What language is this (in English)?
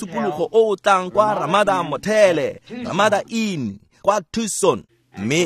Tswana